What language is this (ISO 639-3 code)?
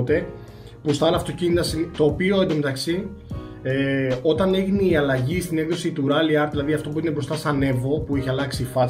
ell